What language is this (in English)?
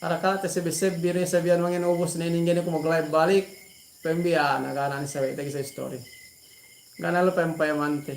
Yakan